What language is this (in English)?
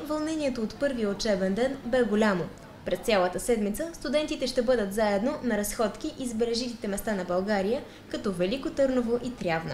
Bulgarian